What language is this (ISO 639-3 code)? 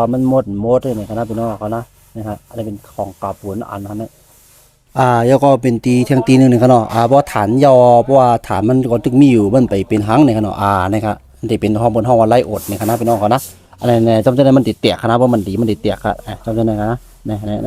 shn